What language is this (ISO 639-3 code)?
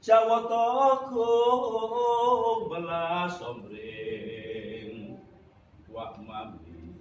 jav